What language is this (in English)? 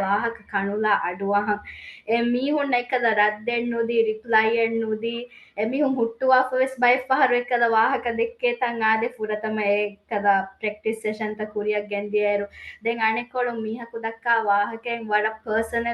Divehi